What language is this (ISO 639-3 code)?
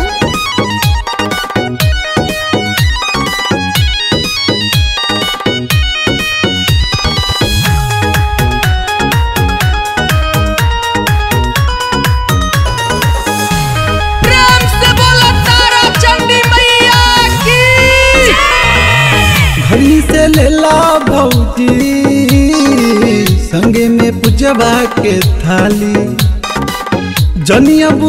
bho